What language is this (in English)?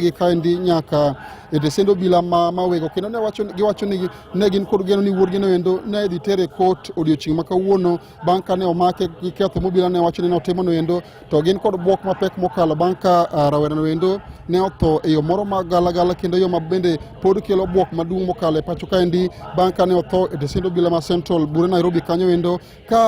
Luo (Kenya and Tanzania)